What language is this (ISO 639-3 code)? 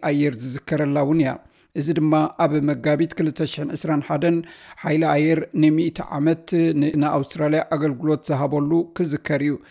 tir